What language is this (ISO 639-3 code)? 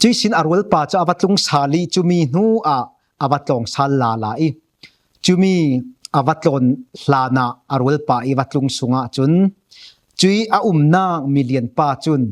cfm